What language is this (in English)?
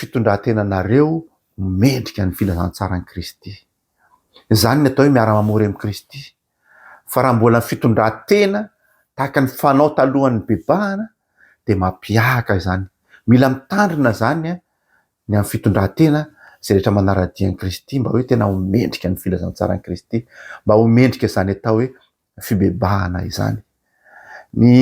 Malagasy